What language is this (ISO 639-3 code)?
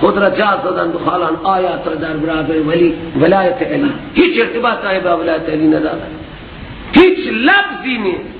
fas